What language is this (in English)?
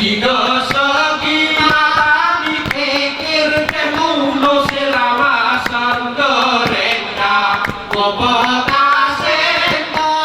Gayo